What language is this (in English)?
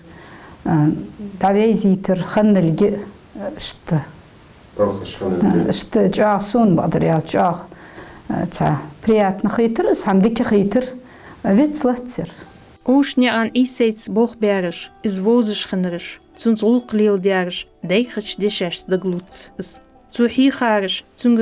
Ingush